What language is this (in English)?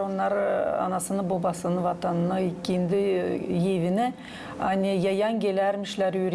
Gagauz